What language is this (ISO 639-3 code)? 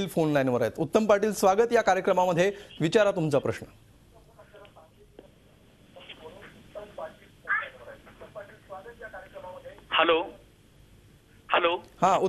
mar